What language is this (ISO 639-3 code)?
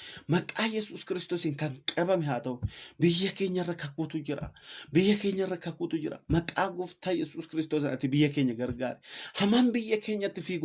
orm